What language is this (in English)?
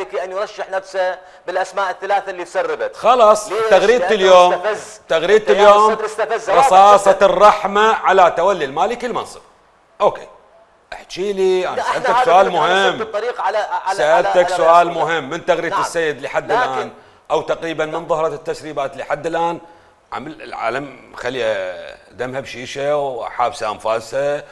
Mesopotamian Arabic